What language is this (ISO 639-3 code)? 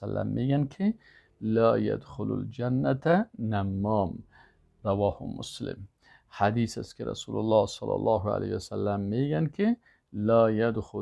tgk